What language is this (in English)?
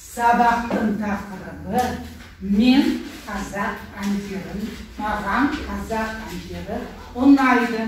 Kazakh